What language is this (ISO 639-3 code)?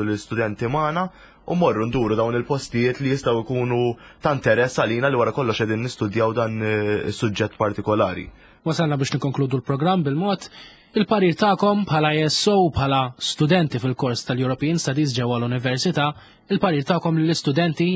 mlt